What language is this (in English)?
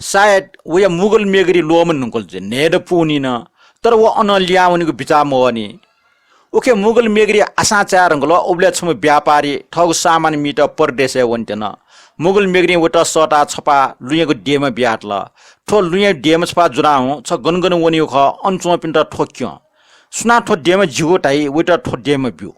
Newari